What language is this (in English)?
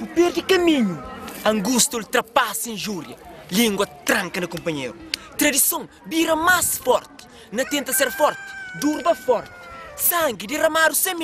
Kabuverdianu